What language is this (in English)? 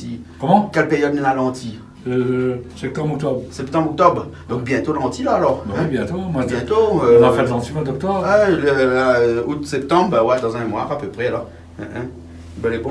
Réunion Creole French